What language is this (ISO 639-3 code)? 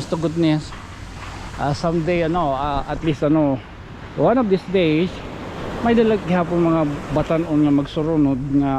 war